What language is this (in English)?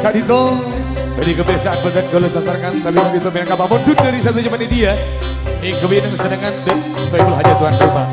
Madurese